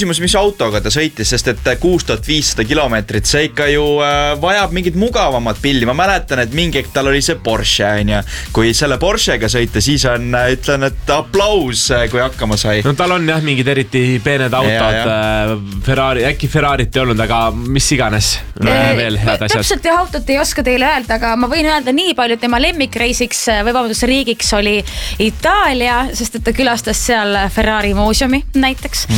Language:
Estonian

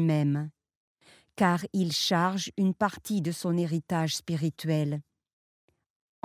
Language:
French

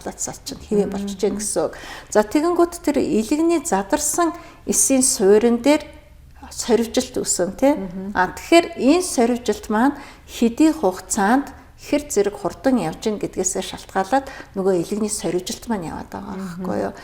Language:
Mongolian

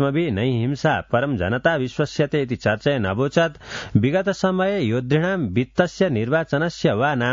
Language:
Sanskrit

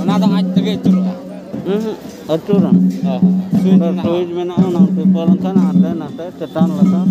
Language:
Santali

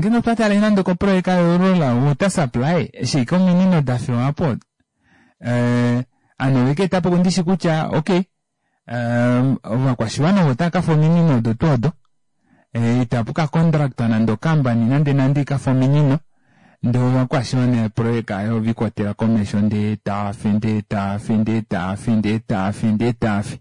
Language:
Kuanyama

